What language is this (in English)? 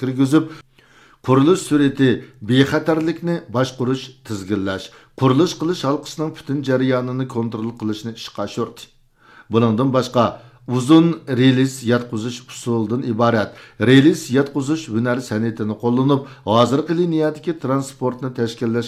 Uyghur